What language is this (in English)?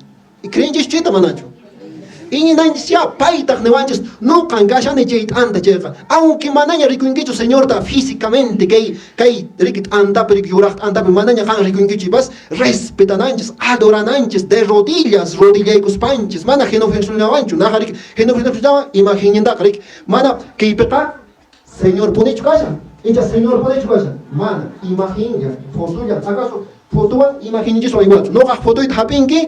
Quechua